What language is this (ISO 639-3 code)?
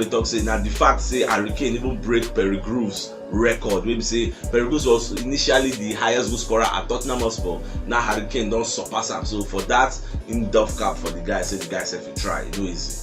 pcm